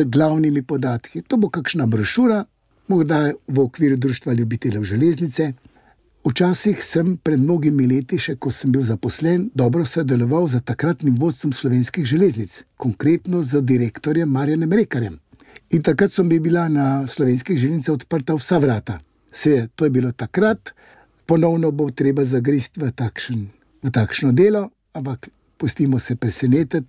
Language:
Slovenian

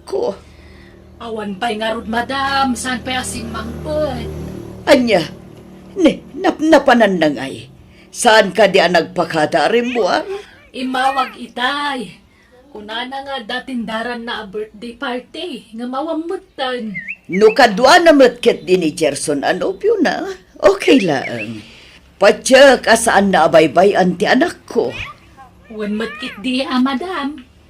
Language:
Iloko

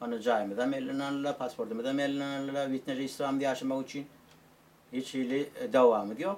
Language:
Turkmen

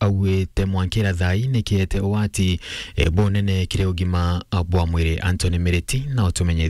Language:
Meru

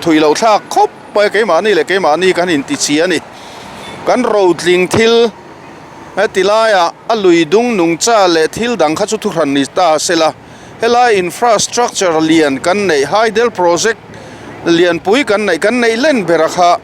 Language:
Mizo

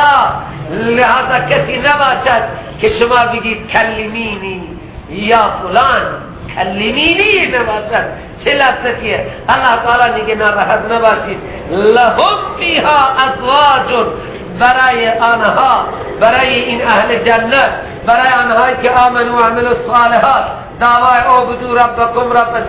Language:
Persian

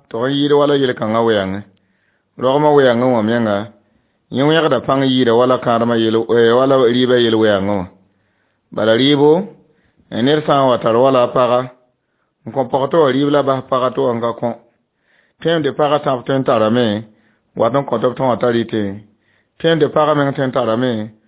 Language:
Mossi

